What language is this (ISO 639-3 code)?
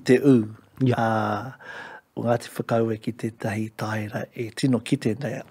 mri